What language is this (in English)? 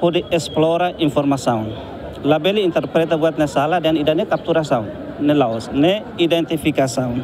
Tetum